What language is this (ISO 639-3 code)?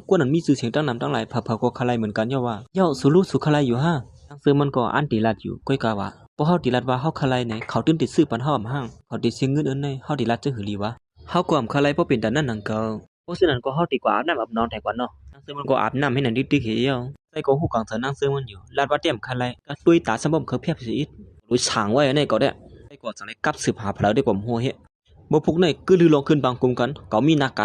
shn